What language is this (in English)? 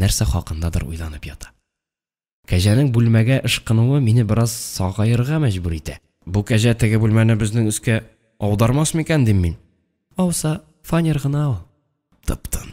Tatar